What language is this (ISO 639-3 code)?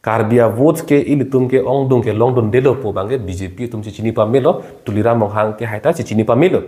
mjw